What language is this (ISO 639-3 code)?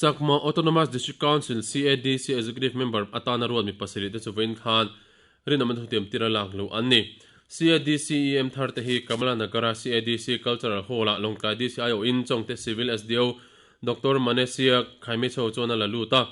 lus